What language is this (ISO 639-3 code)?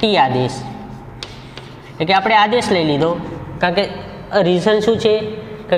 guj